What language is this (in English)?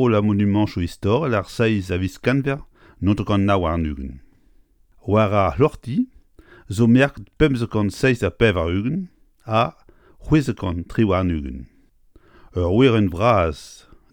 Breton